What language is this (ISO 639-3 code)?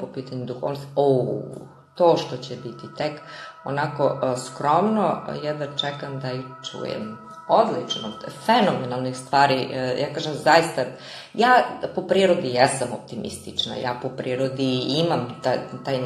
srp